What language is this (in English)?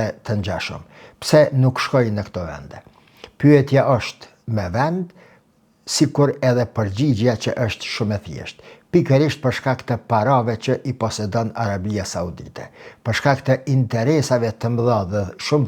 Albanian